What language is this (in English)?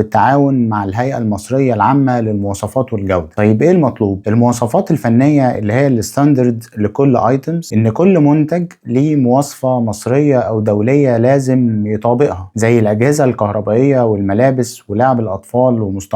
Egyptian Arabic